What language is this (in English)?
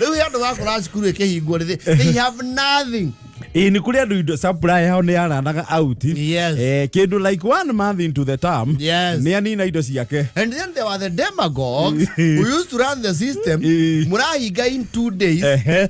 Kikuyu